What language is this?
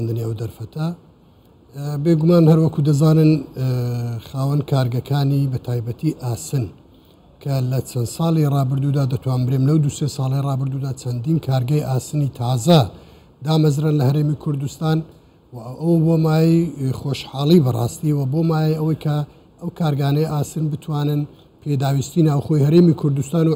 Central Kurdish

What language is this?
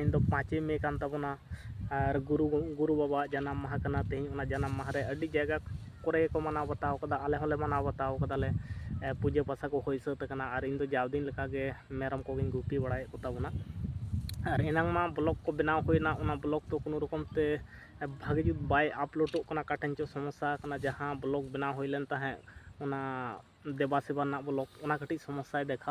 Santali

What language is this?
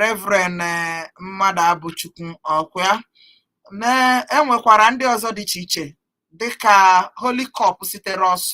Igbo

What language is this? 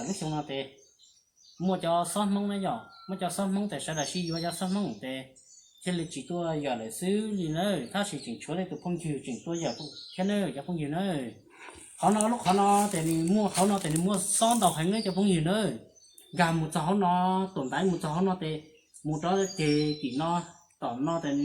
Hmong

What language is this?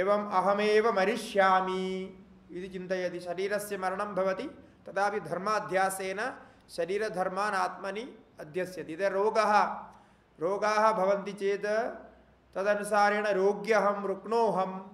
Sanskrit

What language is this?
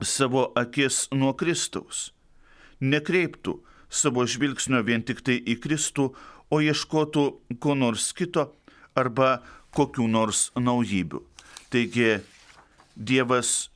Lithuanian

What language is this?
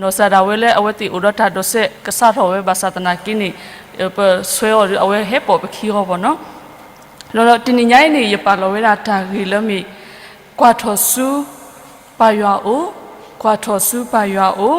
S'gaw Karen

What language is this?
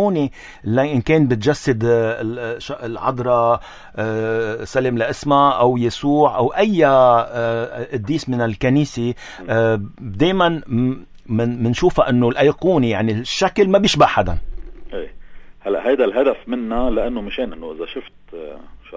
North Levantine Arabic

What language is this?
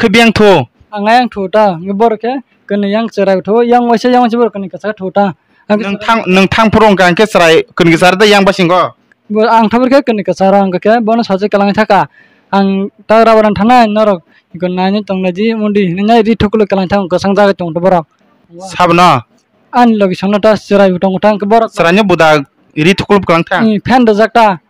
Kok Borok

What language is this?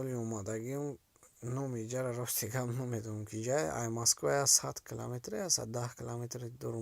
Tajik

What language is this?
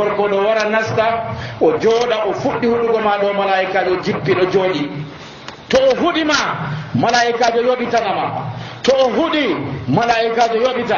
Nigerian Fulfulde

